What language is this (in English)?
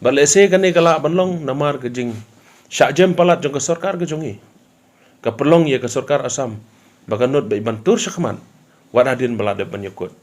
Khasi